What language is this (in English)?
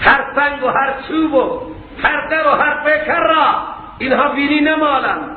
Persian